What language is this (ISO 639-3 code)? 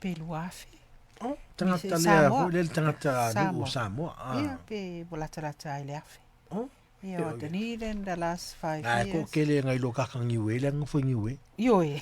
smo